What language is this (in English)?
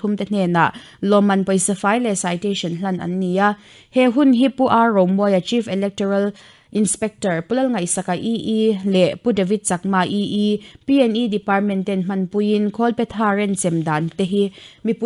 Mizo